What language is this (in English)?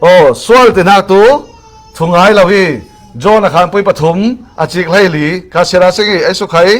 Falam Chin